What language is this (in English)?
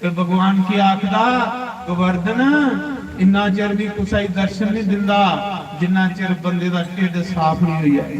Dogri